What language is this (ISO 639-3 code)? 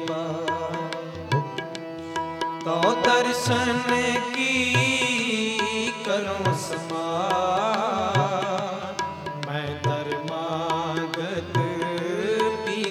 hin